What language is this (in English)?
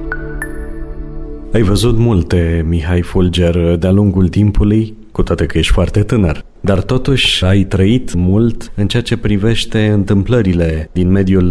Romanian